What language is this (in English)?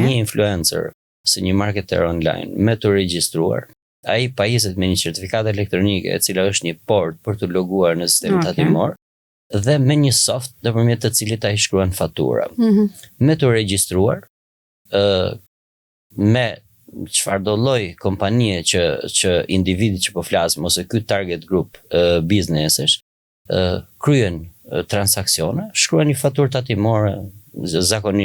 Albanian